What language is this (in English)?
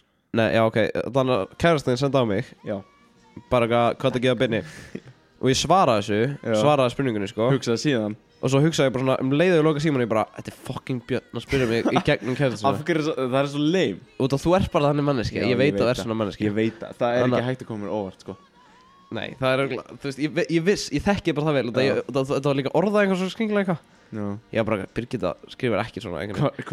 Icelandic